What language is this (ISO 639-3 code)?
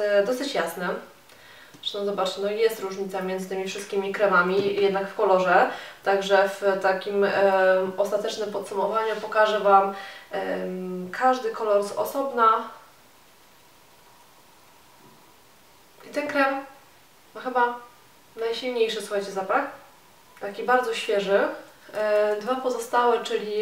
pol